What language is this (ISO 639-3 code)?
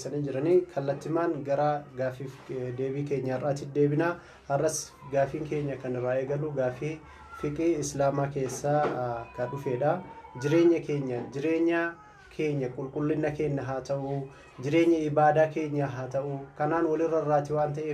orm